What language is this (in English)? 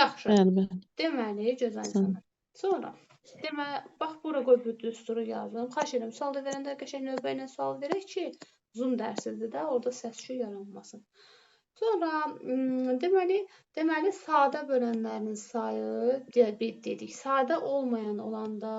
Azerbaijani